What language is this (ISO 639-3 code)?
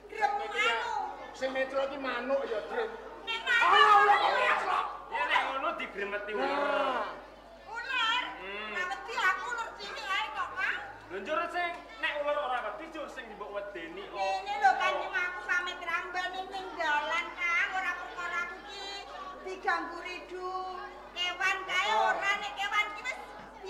jav